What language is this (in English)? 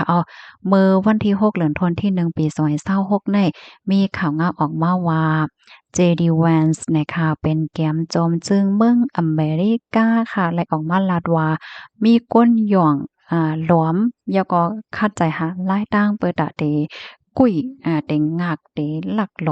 Shan